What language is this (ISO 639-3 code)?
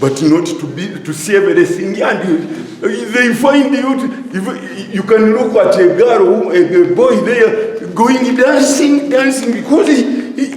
nyn